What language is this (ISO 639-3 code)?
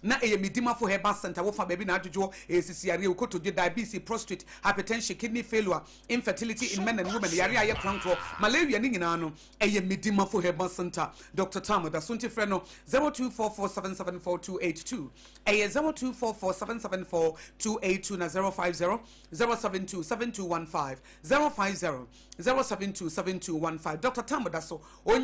aka